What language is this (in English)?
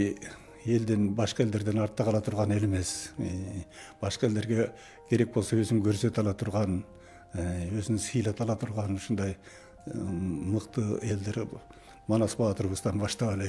Kyrgyz